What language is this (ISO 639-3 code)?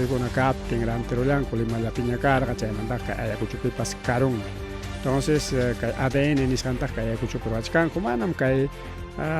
quy